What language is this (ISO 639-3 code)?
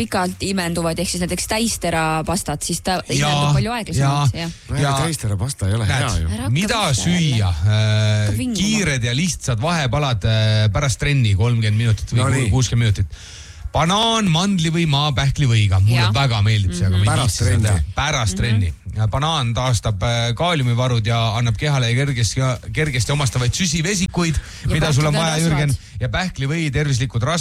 est